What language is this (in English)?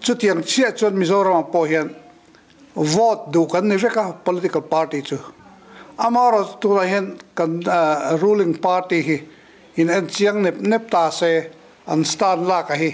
Mizo